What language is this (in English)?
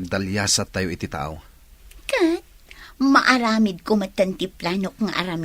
Iloko